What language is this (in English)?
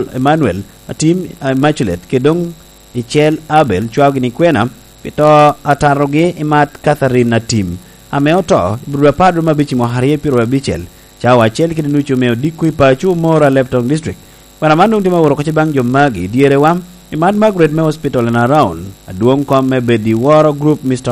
Lango (Uganda)